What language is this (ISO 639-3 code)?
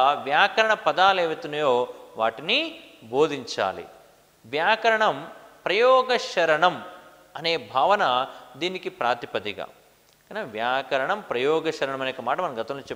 tel